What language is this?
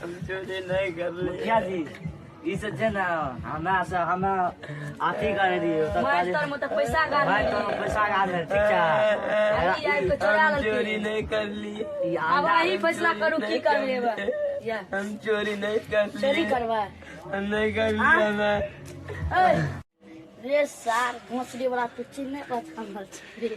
Maithili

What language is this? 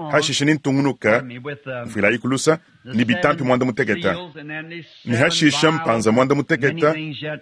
Luba-Lulua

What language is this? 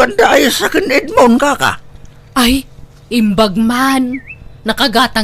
Iloko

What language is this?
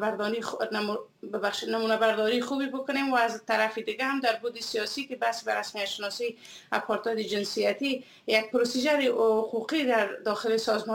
Persian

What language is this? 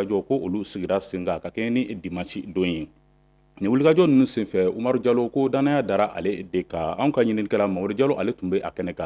Bambara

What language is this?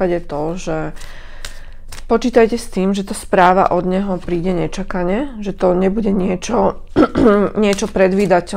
Slovak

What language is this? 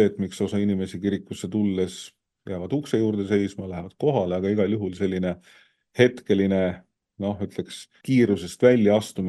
Estonian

